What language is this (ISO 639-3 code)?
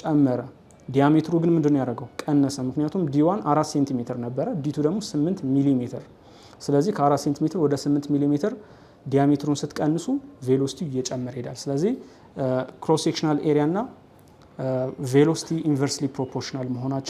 amh